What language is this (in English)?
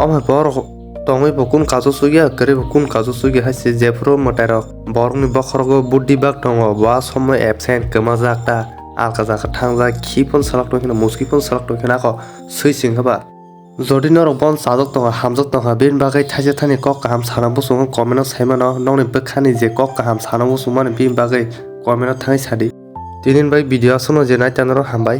Kok Borok